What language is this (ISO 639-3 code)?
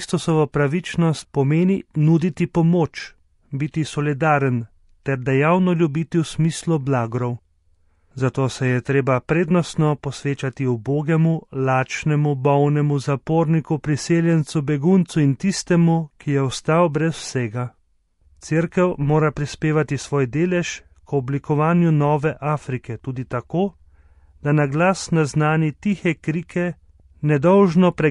slv